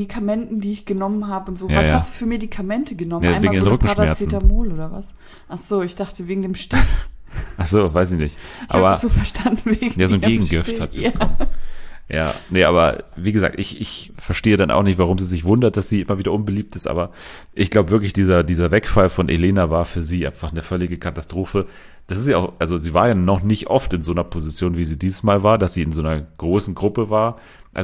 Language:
German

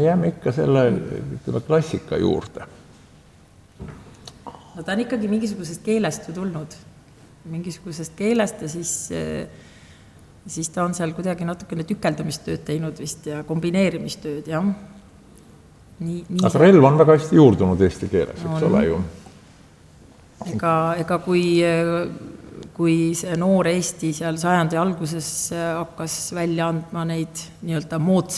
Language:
Estonian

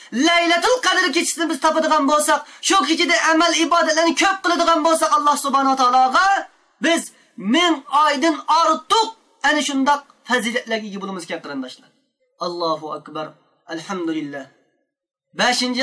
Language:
Uyghur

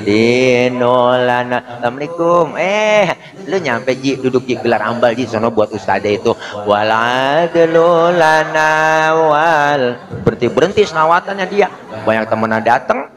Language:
Betawi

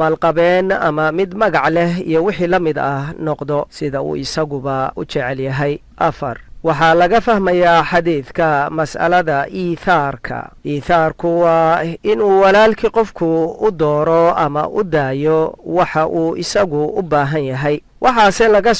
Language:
Somali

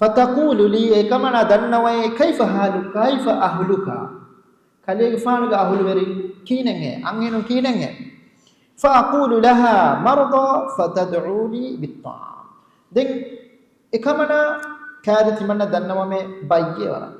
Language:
Divehi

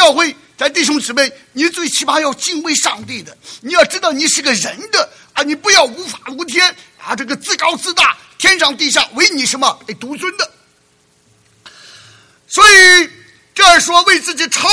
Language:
Chinese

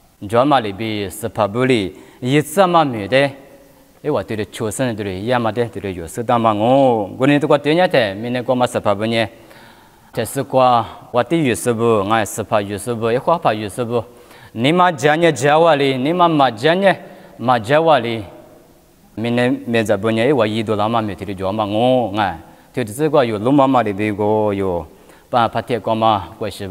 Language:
Lisu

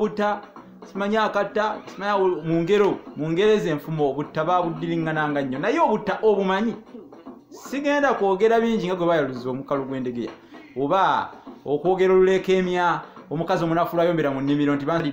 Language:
Ganda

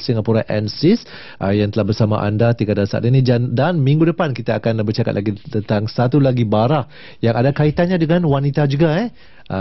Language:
Malay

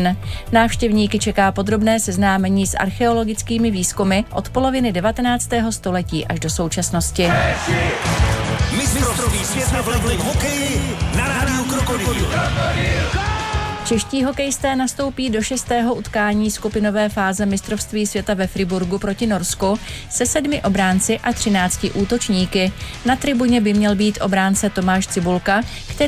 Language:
Czech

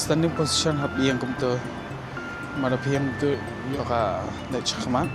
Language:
Khasi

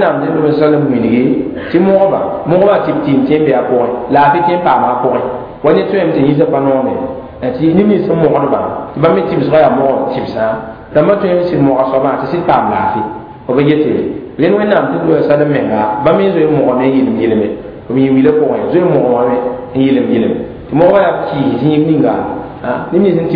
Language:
Mossi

